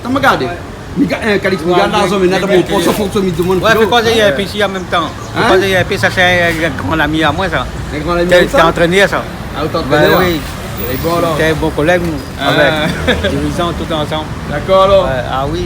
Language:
Réunion Creole French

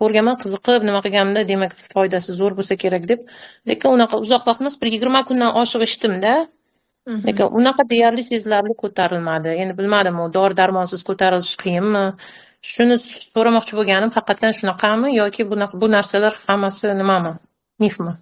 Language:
Uzbek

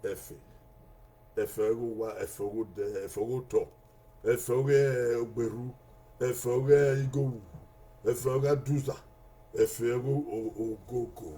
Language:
Bini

